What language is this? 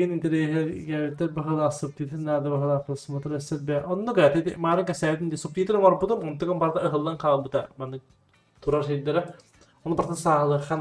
Yakut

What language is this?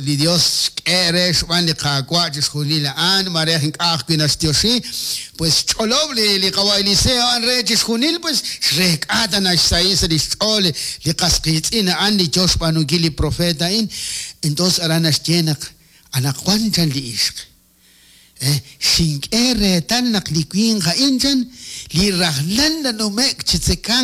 Kekchí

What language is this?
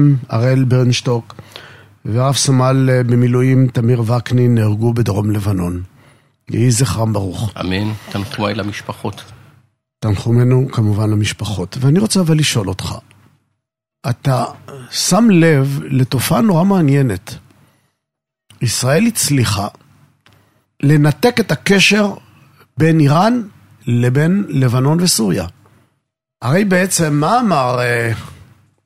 Hebrew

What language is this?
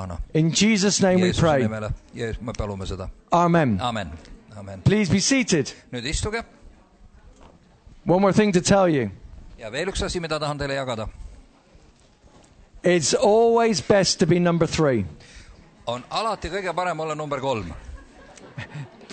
Estonian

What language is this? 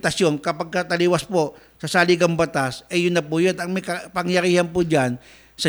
Filipino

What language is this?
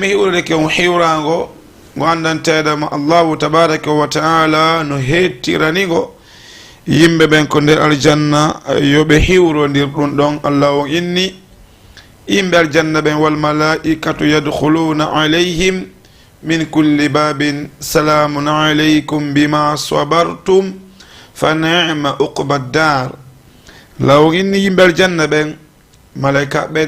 Fula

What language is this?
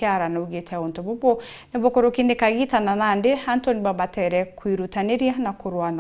Meru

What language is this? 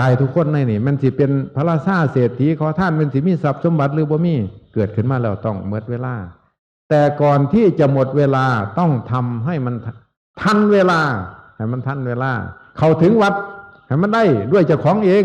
Northeastern Thai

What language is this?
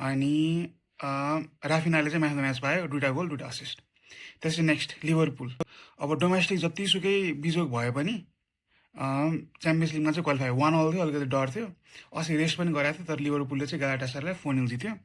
Nepali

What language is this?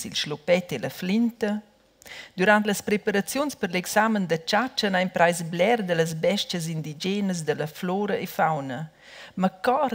Romansh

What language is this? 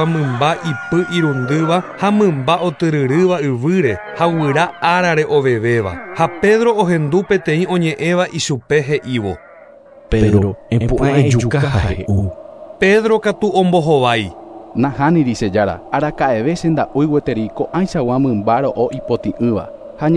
Guarani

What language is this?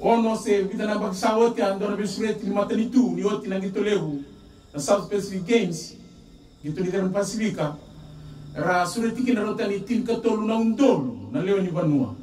Fijian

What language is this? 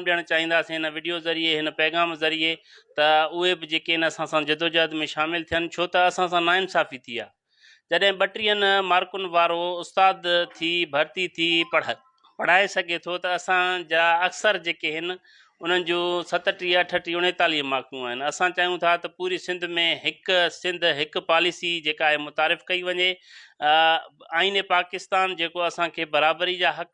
Sindhi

